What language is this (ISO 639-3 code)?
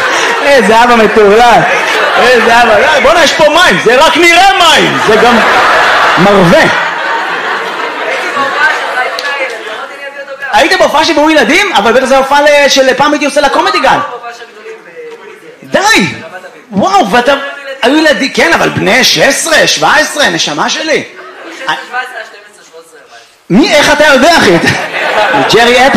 heb